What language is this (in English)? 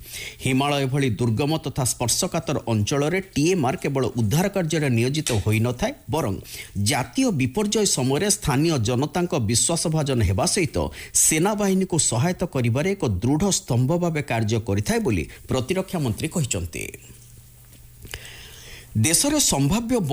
Odia